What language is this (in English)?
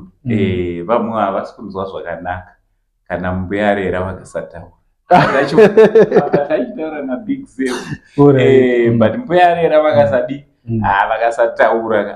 Shona